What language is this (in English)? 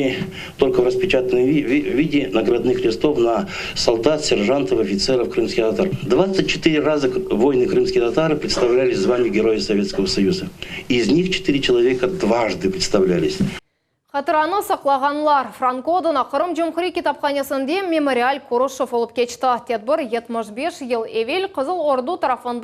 Crimean Tatar